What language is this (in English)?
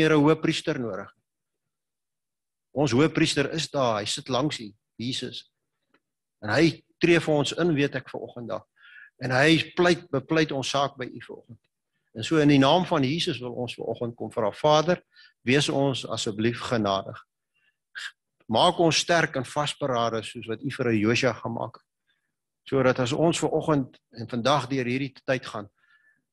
Afrikaans